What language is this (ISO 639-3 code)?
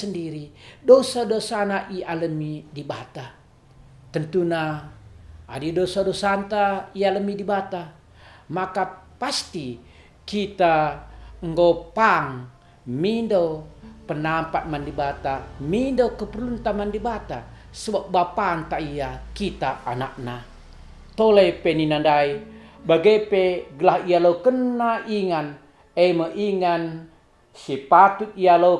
btx